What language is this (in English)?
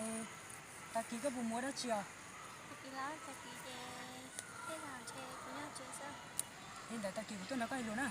Hmong